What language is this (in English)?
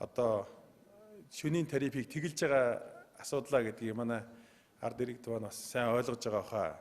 Mongolian